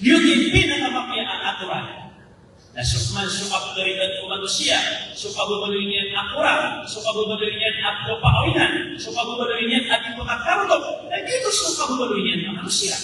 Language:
Maranao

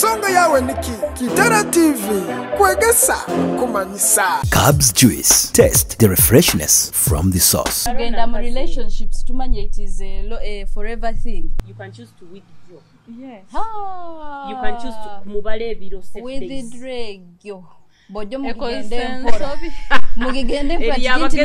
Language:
Nyoro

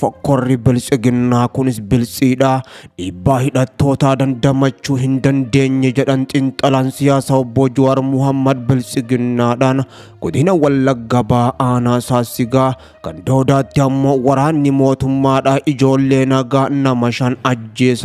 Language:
Oromo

